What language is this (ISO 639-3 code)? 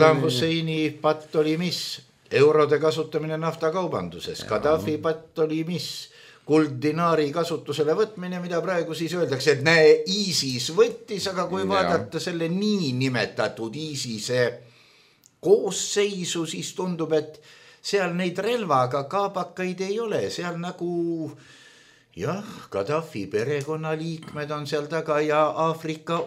est